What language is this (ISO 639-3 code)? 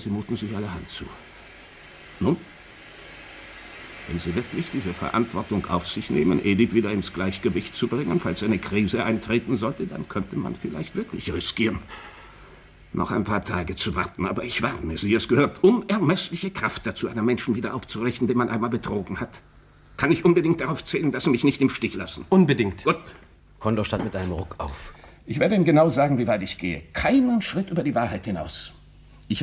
deu